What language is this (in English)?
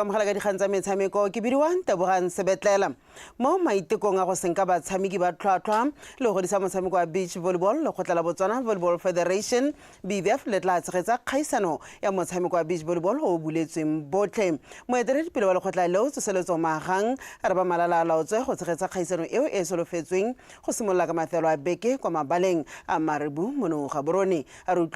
Tswana